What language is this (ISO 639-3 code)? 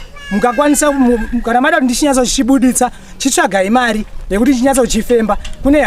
sna